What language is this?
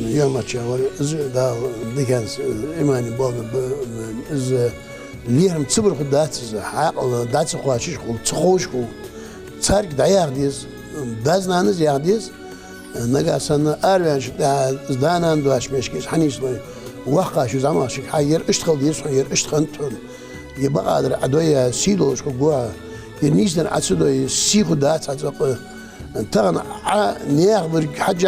Ingush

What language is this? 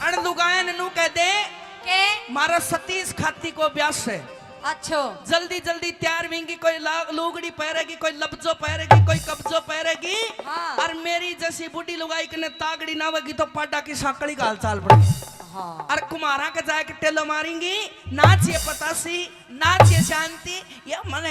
Haryanvi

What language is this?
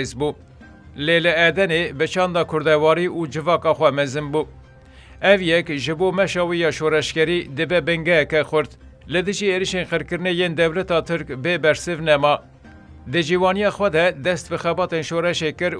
Kurdish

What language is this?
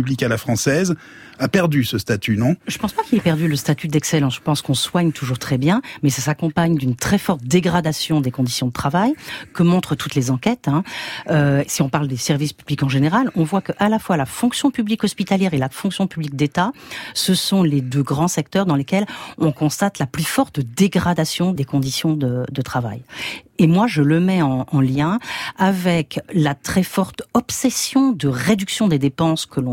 French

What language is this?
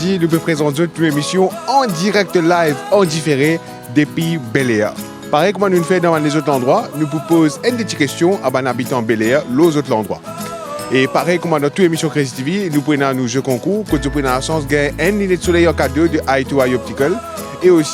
Morisyen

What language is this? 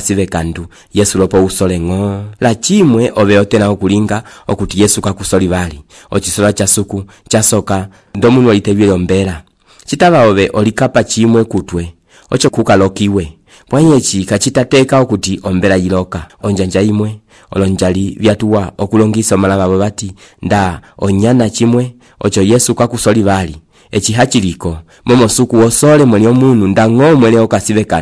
Umbundu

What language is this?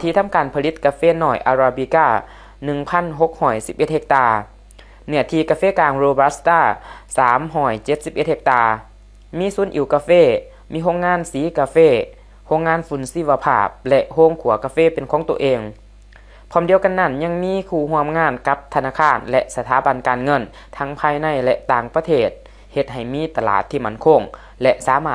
Lao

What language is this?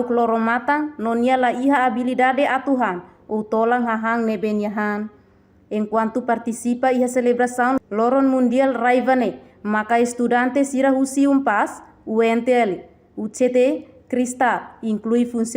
Tetum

